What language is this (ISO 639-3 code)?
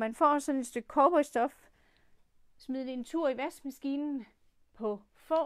dan